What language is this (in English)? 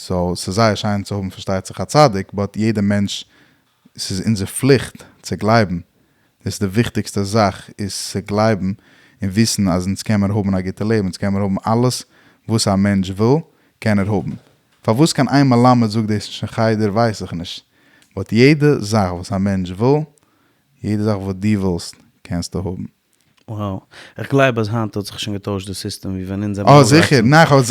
Yiddish